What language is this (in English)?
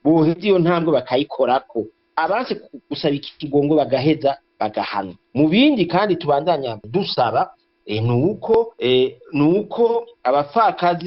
Rundi